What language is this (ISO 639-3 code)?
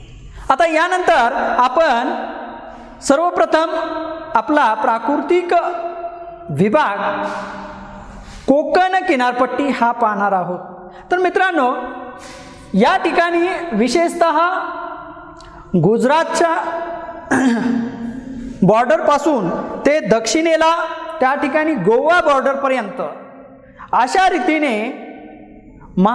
mar